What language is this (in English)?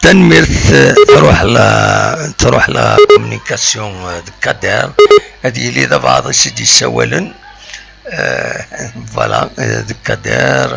Kabyle